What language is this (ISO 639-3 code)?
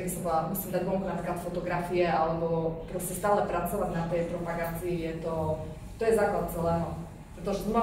slk